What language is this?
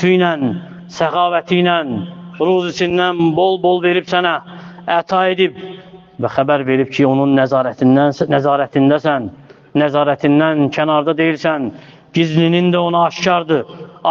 Azerbaijani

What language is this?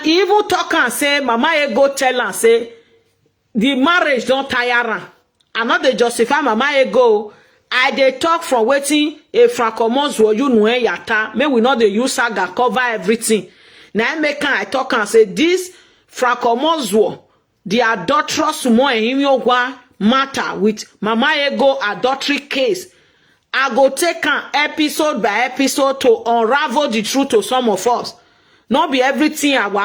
Nigerian Pidgin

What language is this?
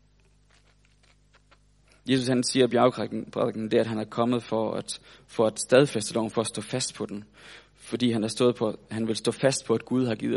Danish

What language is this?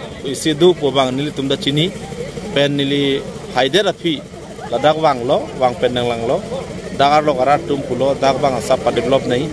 Karbi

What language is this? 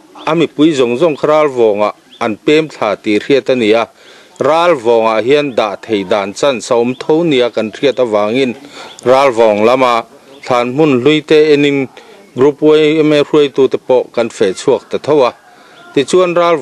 Mizo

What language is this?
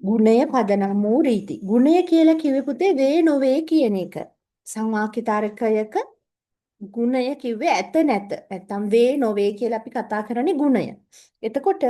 Sinhala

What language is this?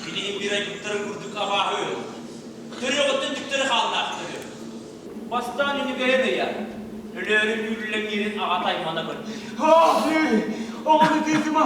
Yakut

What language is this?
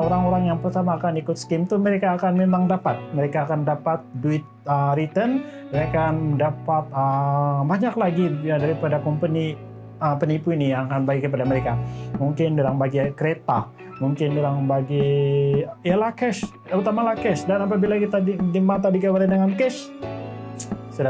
Malay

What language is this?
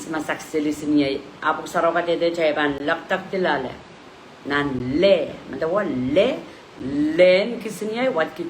Pohnpeian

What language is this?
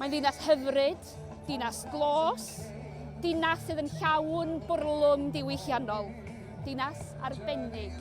Welsh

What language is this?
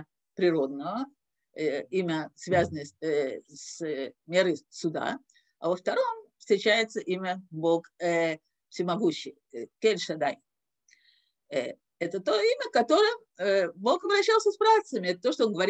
Russian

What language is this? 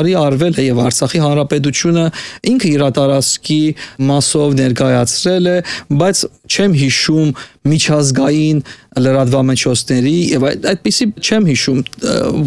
Armenian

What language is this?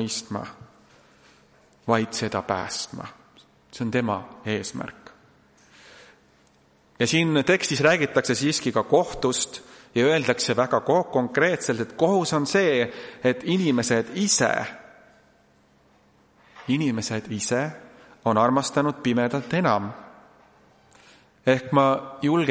Estonian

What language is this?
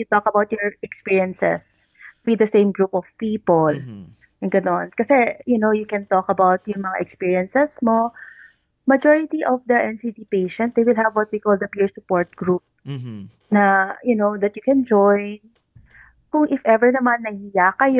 Filipino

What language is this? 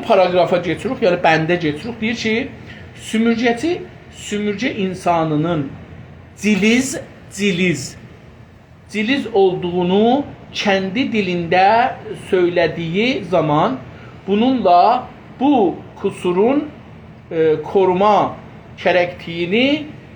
South Azerbaijani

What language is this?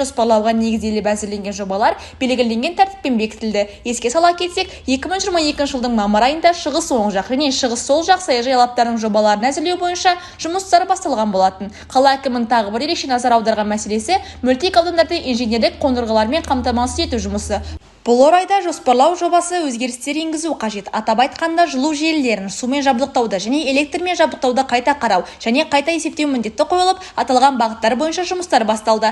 Kazakh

